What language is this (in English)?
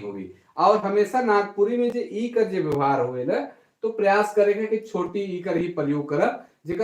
Sadri